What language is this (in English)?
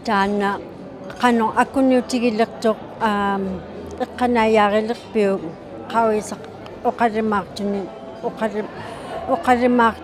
Inuktitut